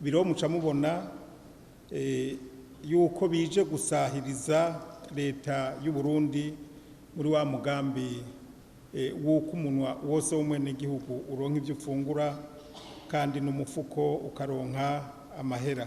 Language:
Rundi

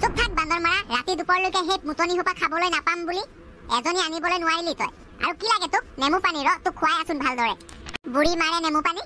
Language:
Assamese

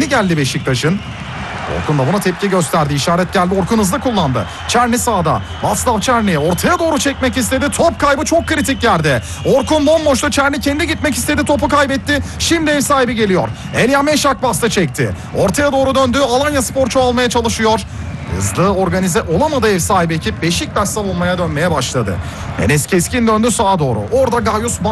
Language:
Turkish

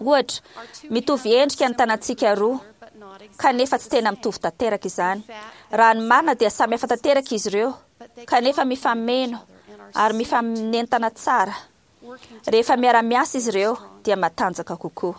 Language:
Malagasy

